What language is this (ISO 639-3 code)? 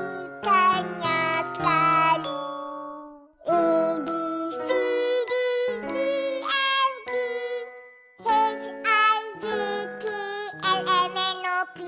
msa